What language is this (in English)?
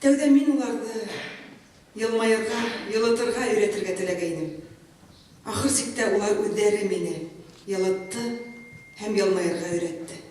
Bashkir